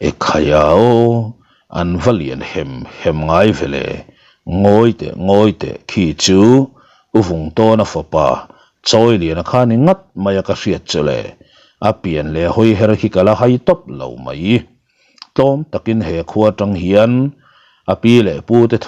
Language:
Mizo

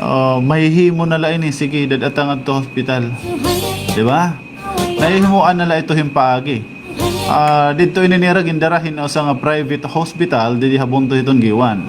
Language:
Waray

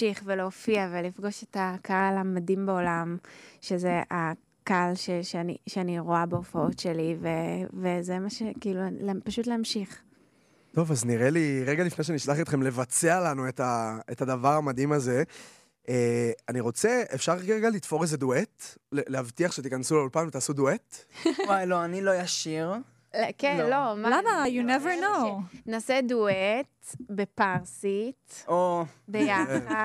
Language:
Hebrew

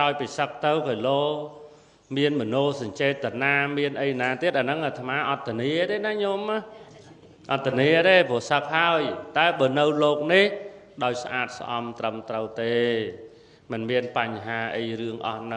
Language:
Khmer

